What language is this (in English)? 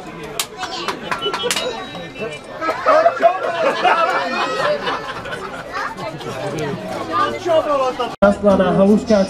Slovak